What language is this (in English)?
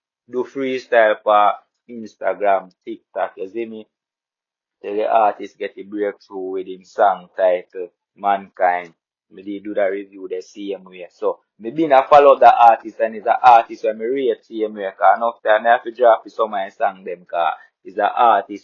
Jamaican Creole English